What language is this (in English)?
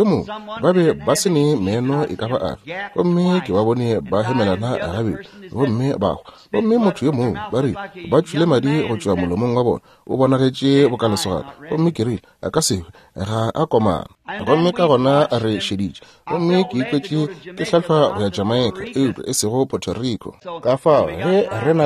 Northern Sotho